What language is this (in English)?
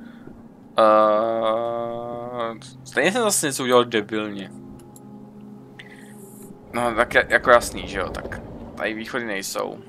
Czech